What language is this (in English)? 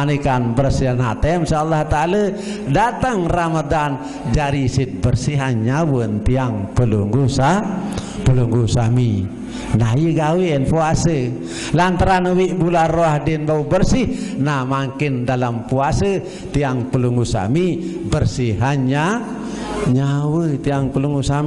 Sasak